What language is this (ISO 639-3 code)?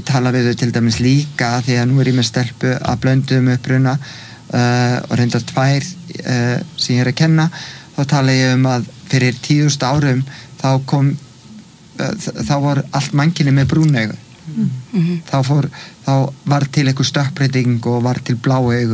isl